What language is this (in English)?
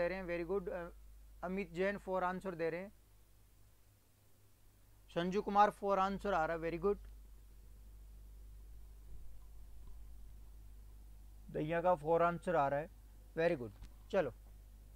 Hindi